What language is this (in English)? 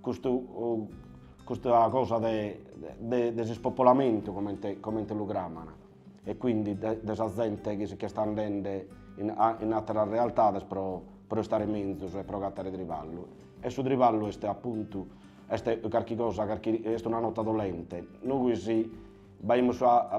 Sardinian